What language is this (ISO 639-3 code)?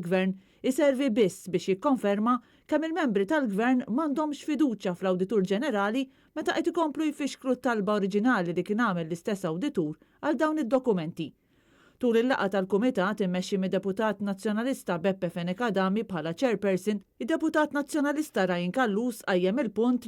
mlt